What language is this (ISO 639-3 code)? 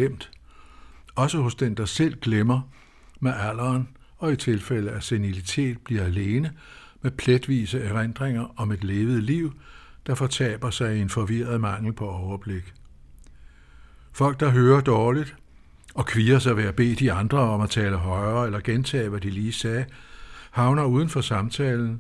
dan